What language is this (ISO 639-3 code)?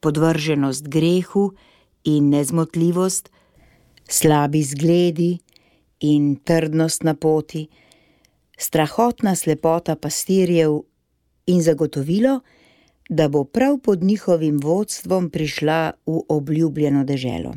slv